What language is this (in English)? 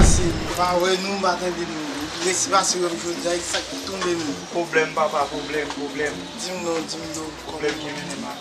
Haitian Creole